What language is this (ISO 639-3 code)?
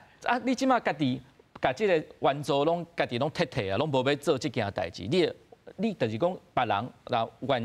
nan